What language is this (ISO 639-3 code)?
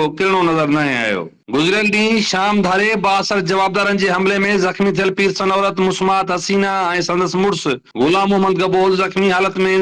snd